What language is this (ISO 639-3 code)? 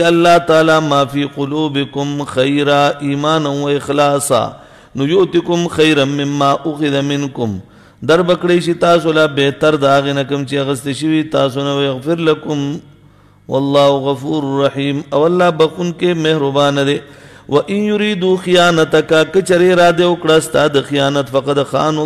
pus